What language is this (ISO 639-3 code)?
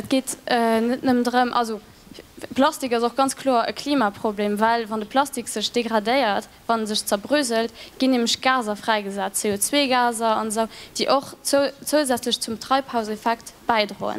ltz